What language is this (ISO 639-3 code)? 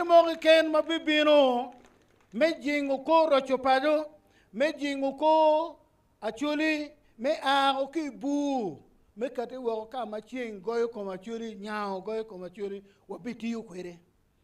ach